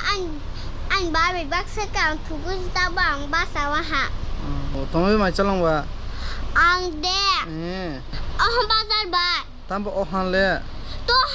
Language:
Kok Borok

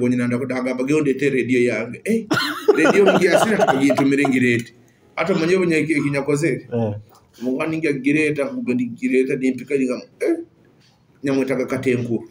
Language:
Nyoro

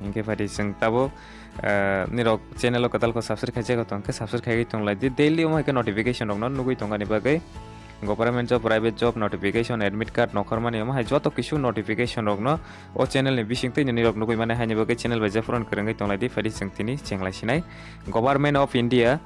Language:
Kok Borok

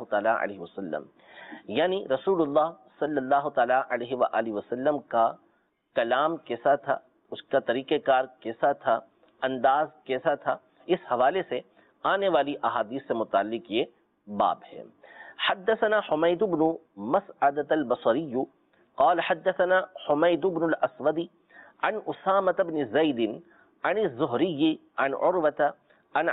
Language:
Urdu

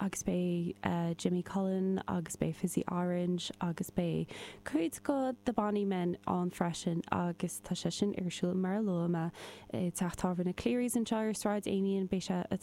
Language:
Irish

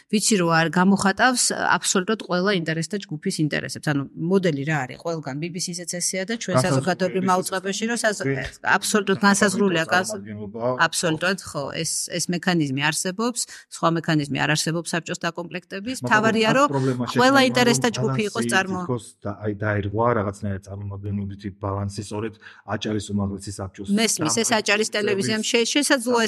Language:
Georgian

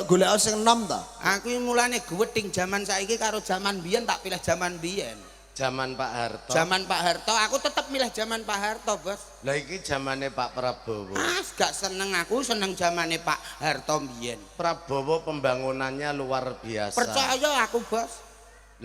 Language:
Javanese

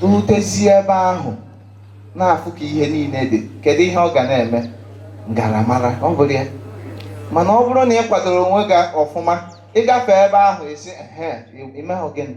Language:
Igbo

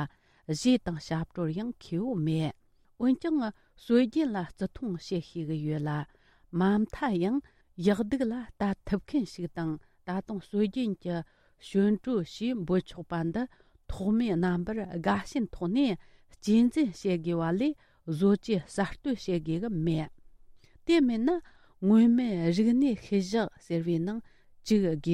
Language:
Tibetan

